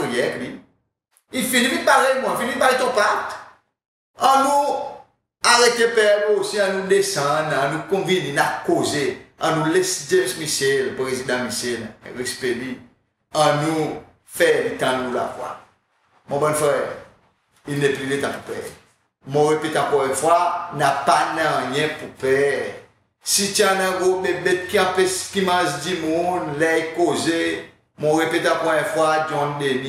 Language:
Seselwa Creole French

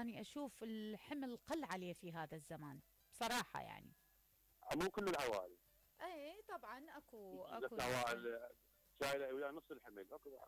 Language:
Mesopotamian Arabic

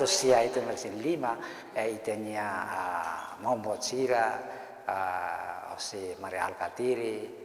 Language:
Tetum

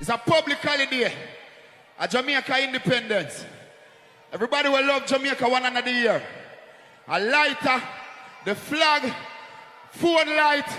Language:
Jamaican Creole English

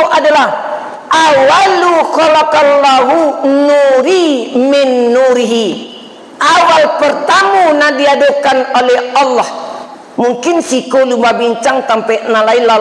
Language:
Minangkabau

